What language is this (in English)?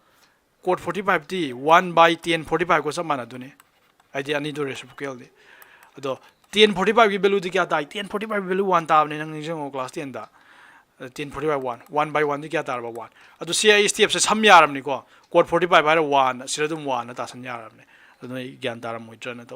Manipuri